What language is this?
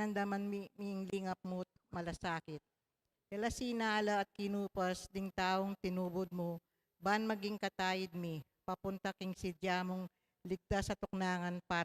Pampanga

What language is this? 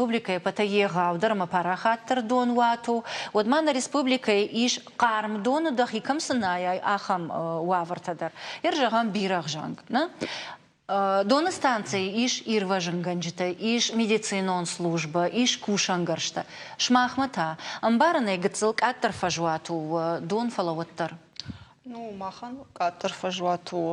Ossetic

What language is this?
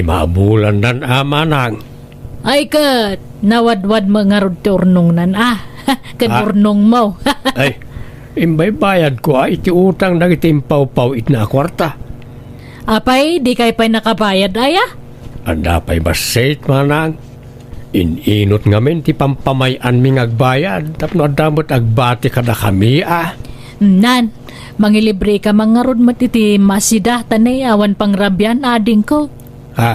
Iloko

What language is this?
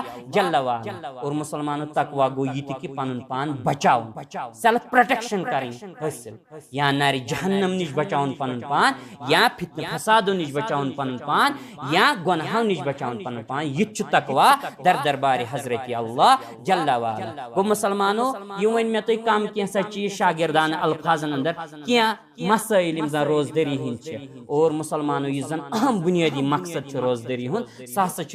Kashmiri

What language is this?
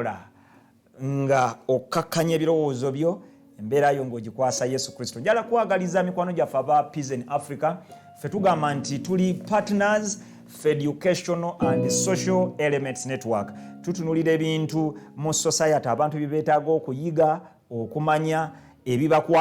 Ganda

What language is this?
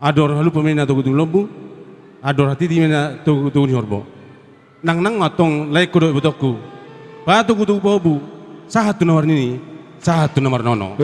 Batak Toba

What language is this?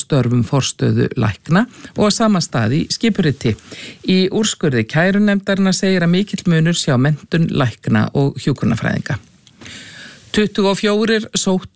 Icelandic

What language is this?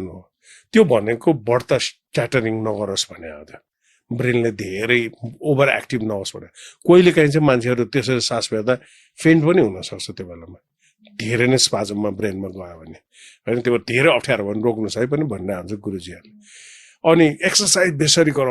Nepali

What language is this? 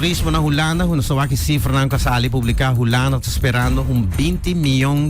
Papiamento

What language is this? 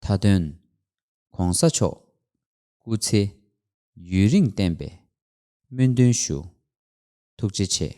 Tibetan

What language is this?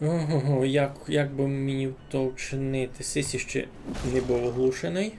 Rusyn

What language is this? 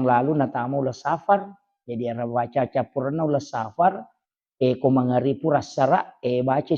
Buginese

